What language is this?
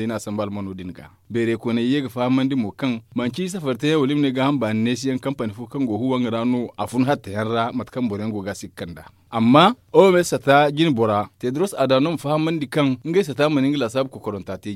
Zarma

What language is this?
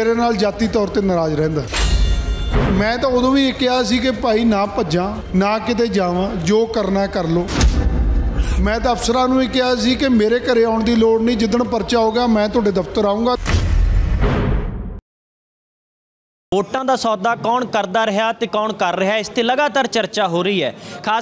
Punjabi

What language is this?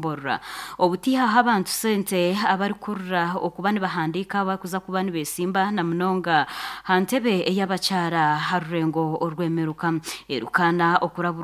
Nyankole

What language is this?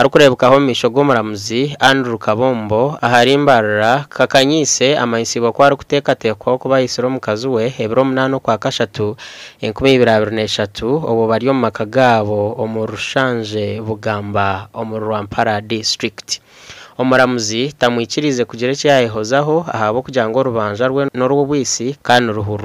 Nyankole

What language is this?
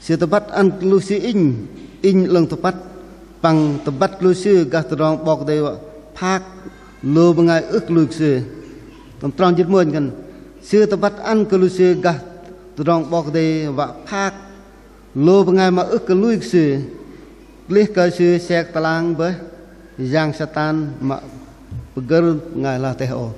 Bahnar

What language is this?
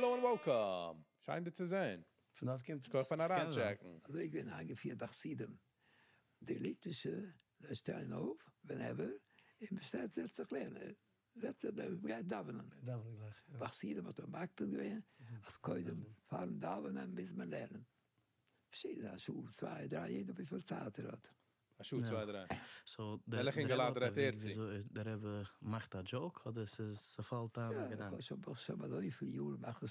Yiddish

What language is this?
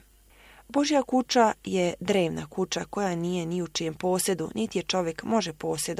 Bosnian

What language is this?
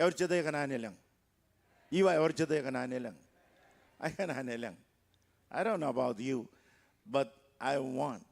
Marshallese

